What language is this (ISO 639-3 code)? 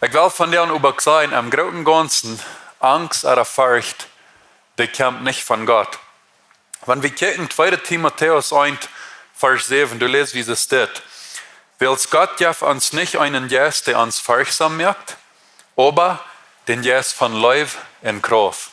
pdt